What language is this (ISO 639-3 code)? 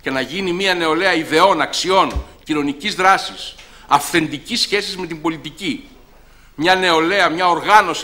ell